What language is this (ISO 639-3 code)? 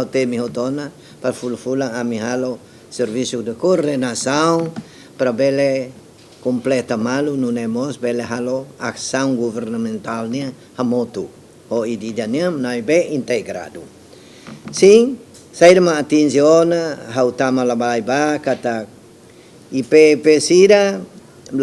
tet